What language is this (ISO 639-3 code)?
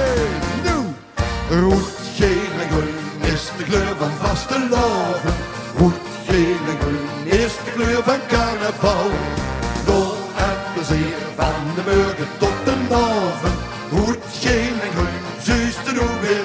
lim